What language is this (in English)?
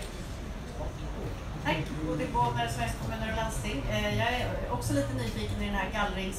Swedish